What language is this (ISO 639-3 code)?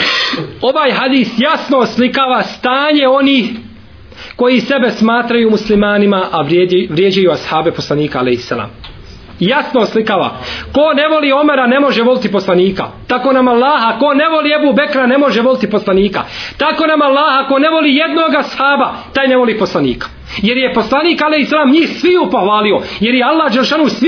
bos